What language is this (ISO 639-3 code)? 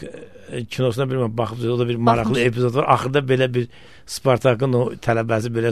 aze